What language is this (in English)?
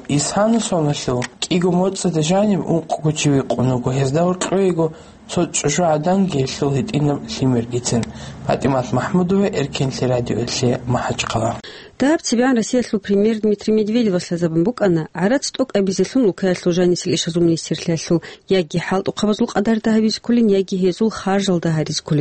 Avaric